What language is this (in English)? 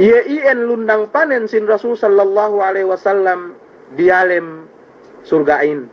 Yakan